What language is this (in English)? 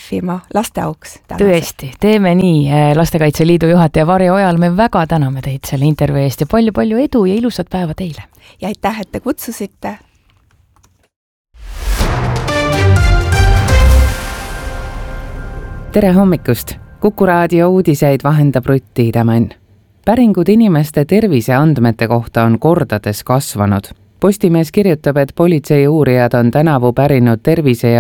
Estonian